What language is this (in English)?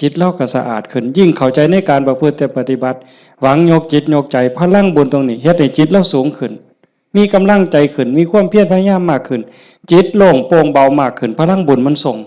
Northeastern Thai